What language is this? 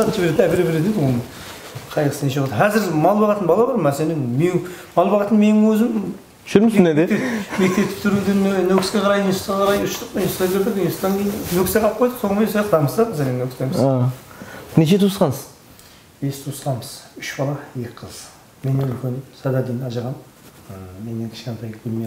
Kara-Kalpak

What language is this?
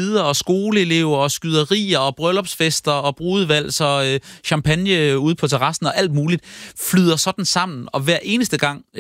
Danish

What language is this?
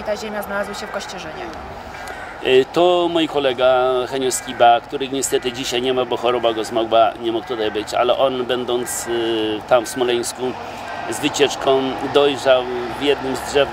Polish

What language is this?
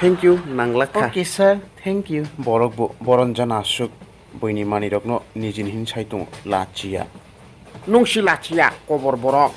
Kok Borok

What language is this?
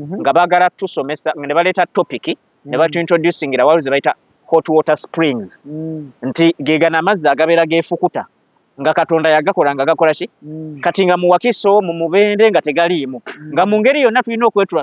Ganda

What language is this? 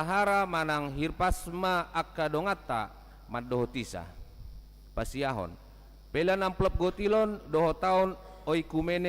Batak Toba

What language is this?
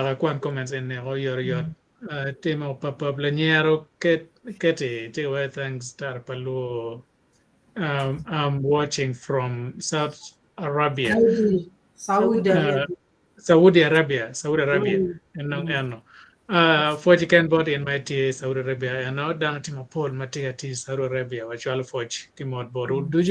Acoli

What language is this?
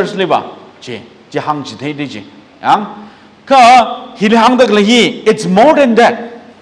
Tangkhul Naga (India)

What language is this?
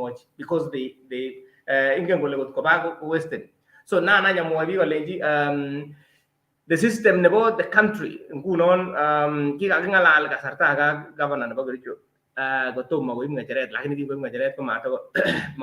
Kalenjin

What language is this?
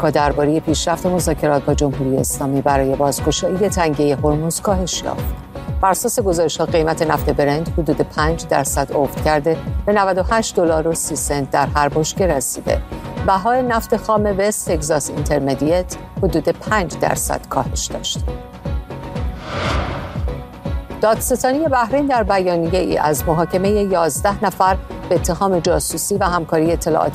Persian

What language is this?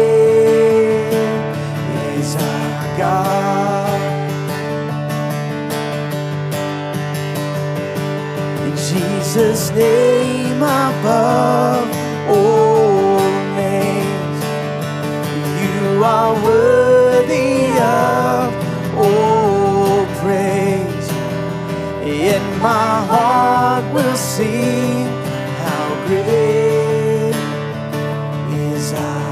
Vietnamese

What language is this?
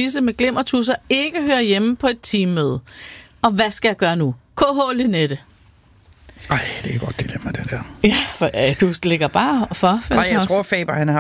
Danish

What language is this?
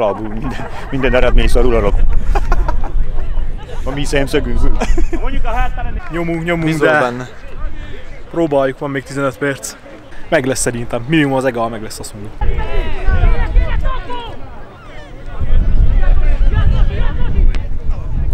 Hungarian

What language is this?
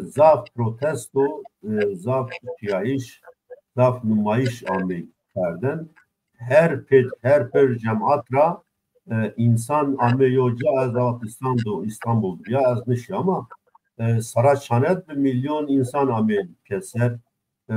Zaza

